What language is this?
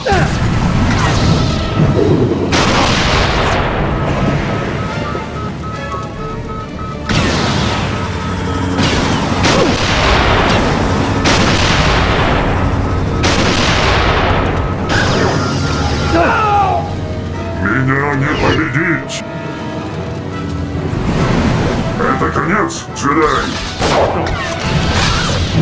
Russian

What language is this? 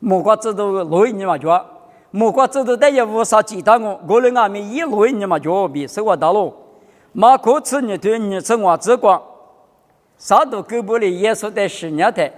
Lisu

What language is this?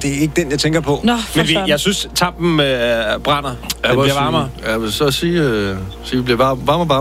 Danish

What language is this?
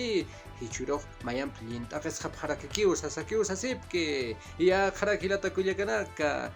Aymara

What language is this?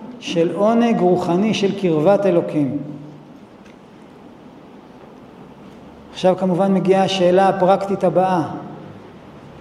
Hebrew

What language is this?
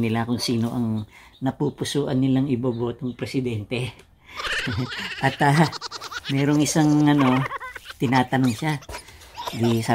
Filipino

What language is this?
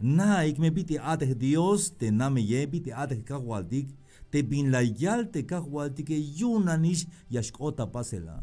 Tzeltal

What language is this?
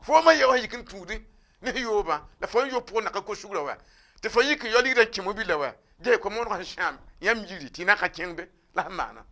Mossi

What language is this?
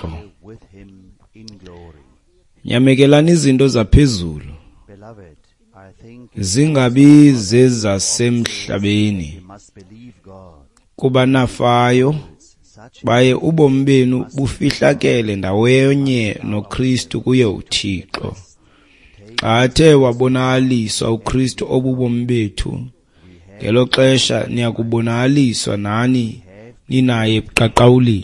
Xhosa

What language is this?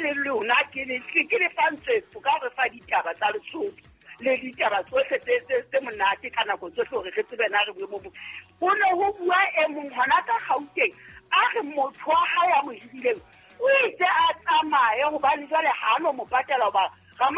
Southern Sotho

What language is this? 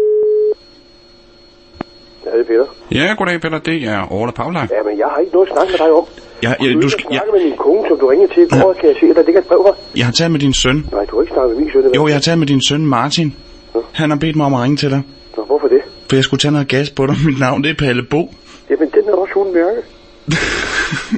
Danish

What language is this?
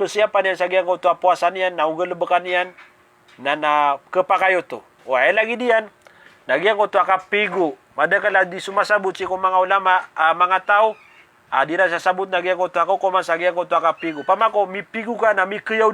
Maranao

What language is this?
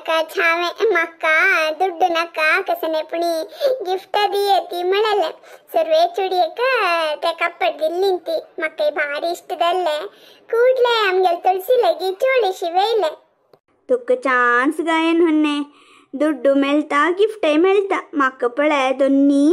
Konkani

